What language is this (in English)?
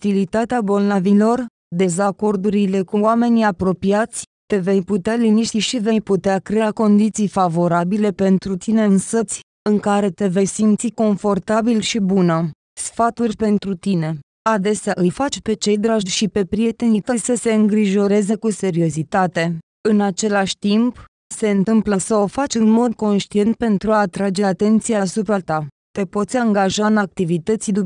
Romanian